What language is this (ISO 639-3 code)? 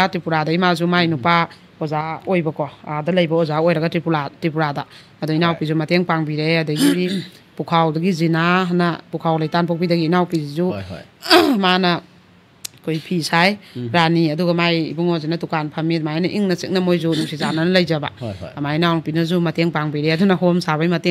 mni